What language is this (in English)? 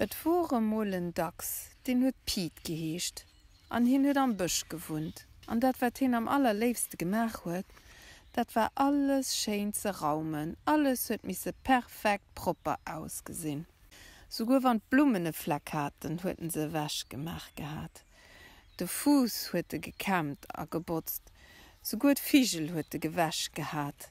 Luxembourgish